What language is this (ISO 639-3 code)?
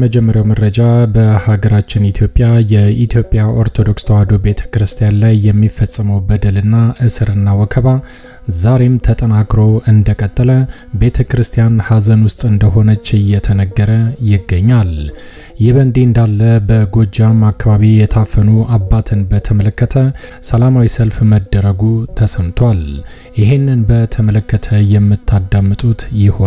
amh